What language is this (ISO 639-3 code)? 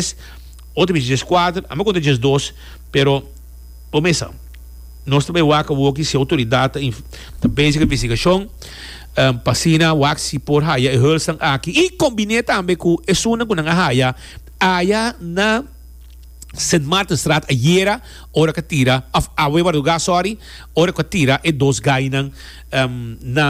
pap